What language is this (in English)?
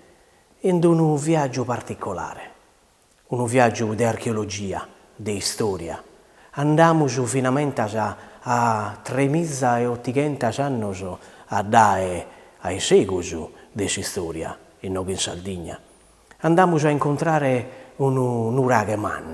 Sardinian